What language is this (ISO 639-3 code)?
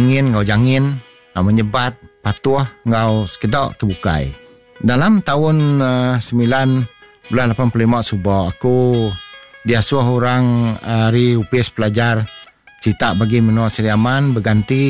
iba